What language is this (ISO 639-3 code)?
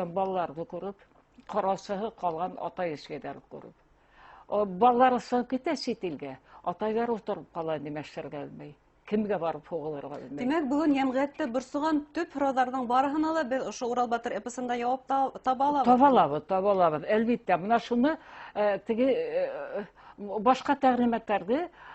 bak